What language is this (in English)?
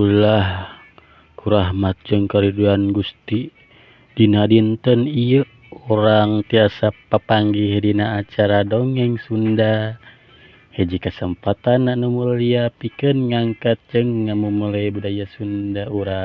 Sundanese